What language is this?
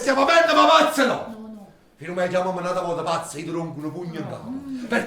Neapolitan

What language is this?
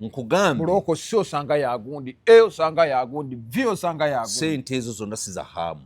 Ganda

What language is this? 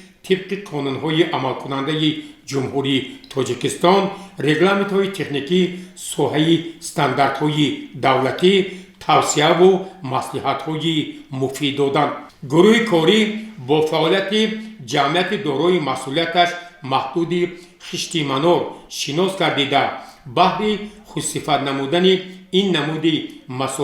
Tajik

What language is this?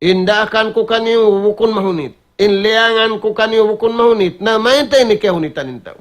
Tausug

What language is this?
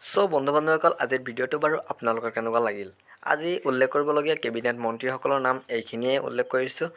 Assamese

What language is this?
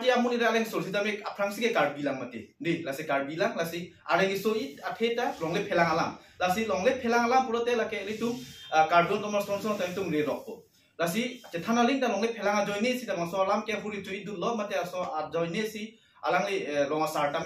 Karbi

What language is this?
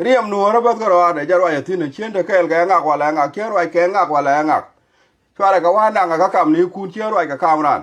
Nuer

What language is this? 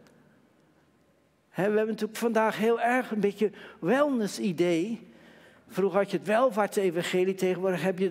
Dutch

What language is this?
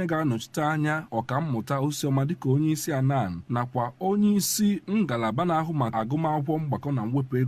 Igbo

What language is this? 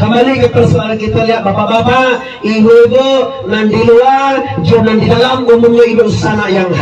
Minangkabau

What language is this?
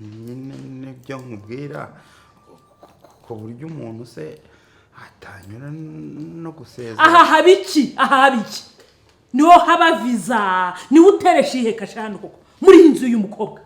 Kinyarwanda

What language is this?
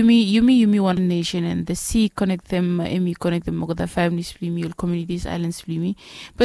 Bislama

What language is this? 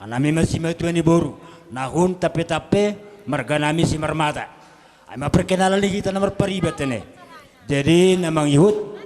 Batak Simalungun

